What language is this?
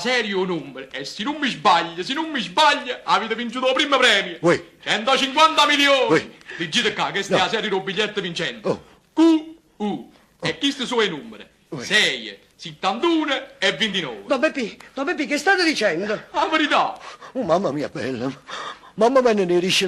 Neapolitan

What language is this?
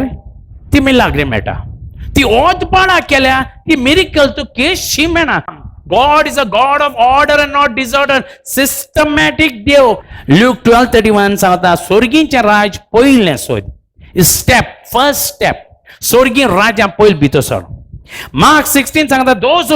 Konkani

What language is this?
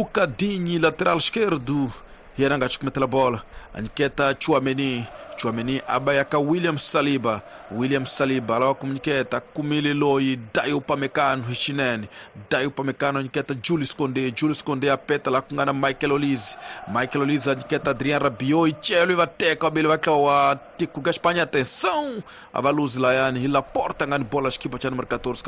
Tsonga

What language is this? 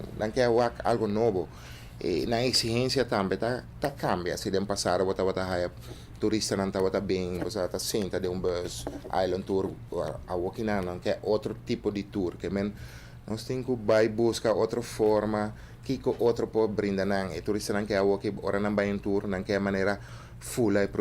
Papiamento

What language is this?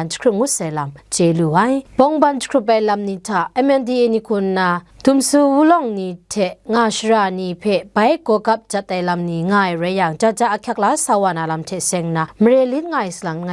Kachin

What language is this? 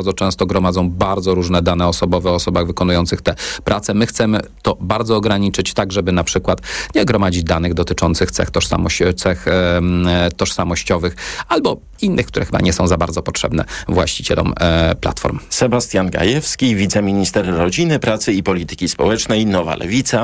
Polish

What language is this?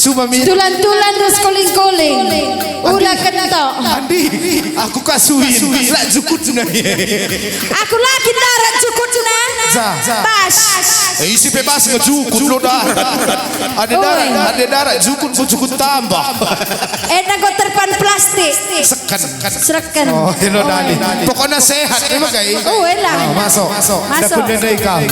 Batak Karo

